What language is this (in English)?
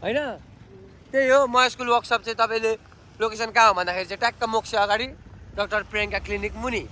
Nepali